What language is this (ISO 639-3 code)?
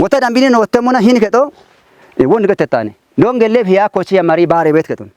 kbr